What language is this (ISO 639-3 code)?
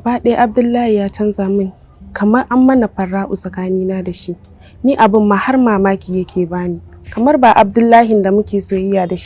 hau